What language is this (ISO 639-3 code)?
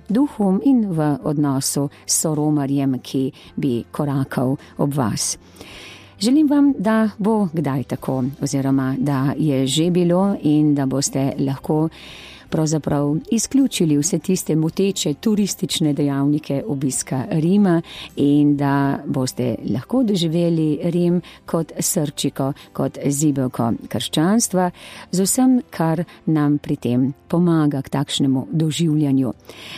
slv